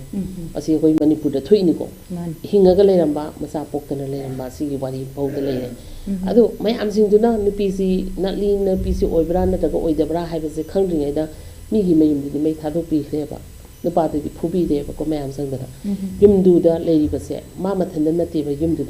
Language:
Manipuri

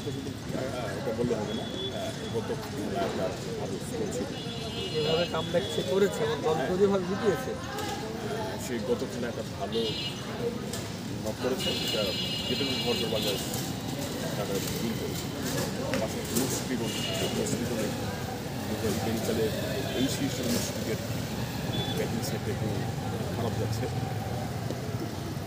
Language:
Bangla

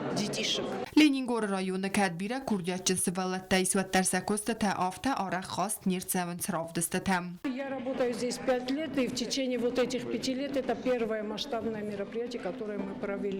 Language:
Ossetic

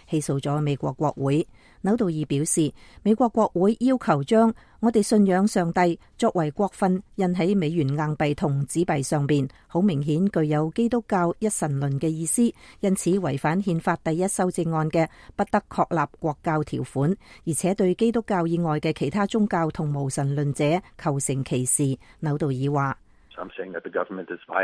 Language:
Cantonese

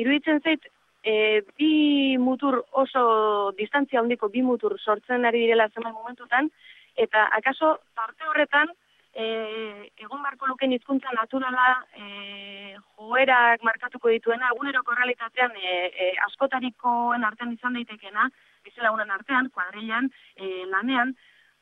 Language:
Basque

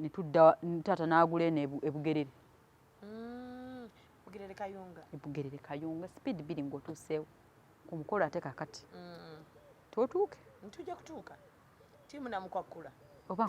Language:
Ganda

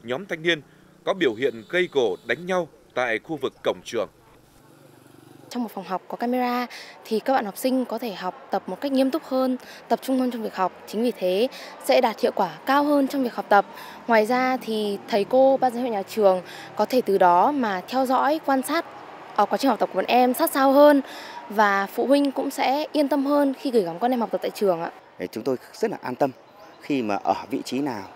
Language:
Vietnamese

